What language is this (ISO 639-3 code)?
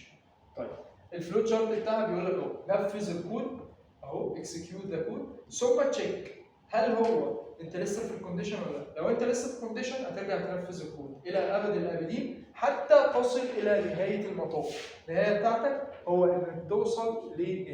arz